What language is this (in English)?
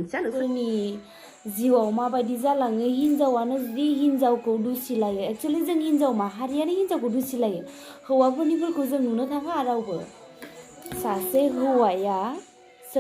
Bodo